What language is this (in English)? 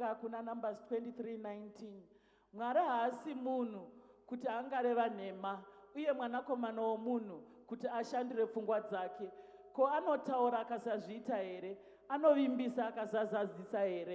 Shona